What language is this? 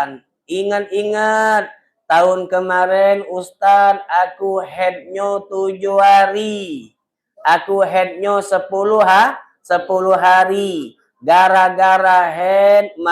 Musi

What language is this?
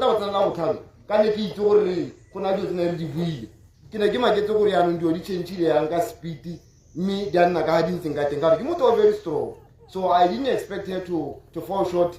Tswana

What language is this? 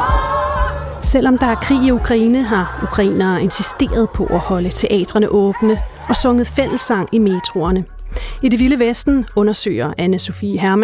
Danish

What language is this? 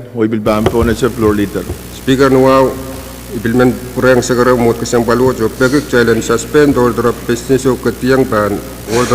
Pohnpeian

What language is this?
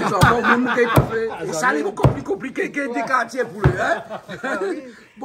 Réunion Creole French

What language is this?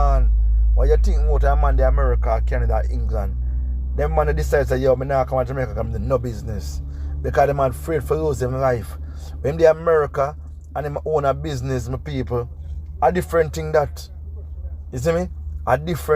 Jamaican Creole English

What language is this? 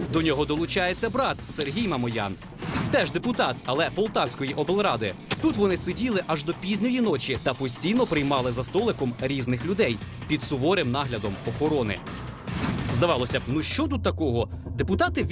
Ukrainian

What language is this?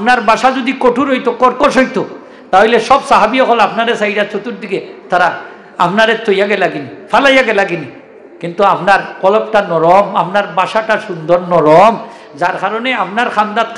Sylheti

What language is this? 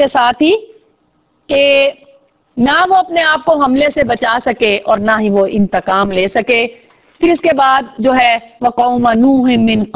Urdu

